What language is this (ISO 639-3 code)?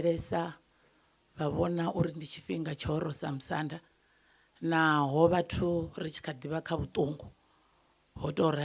ven